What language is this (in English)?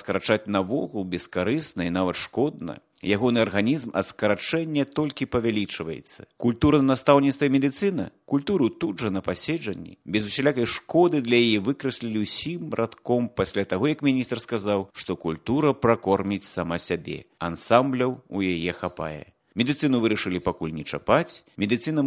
Belarusian